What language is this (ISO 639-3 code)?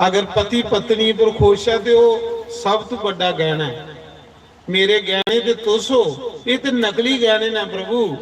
doi